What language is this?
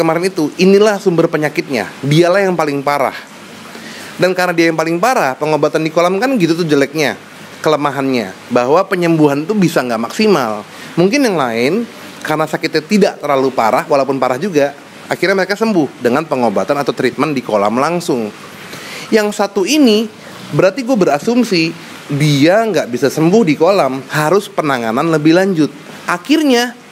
Indonesian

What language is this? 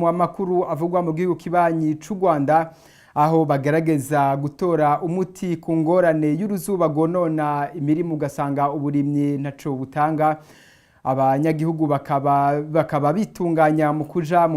Rundi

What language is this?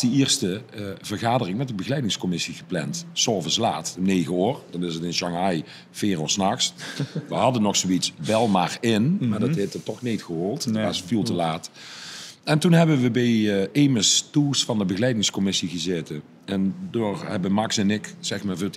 Limburgish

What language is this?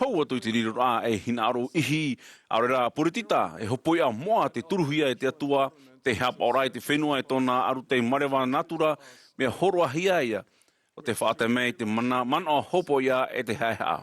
Tahitian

